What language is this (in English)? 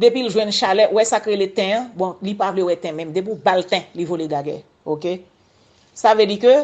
Haitian Creole